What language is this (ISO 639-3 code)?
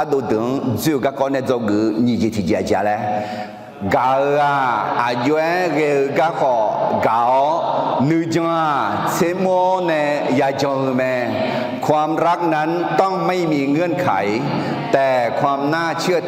ahk